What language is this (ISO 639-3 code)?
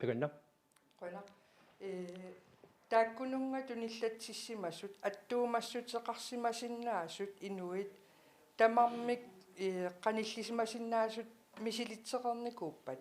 kal